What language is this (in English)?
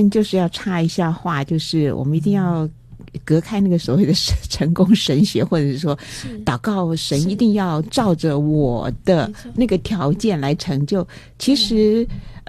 Chinese